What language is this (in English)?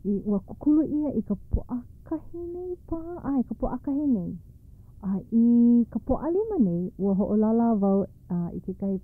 Hawaiian